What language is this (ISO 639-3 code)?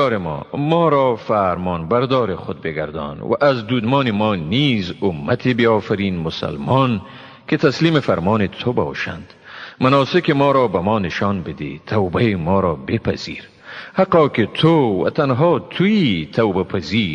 tgk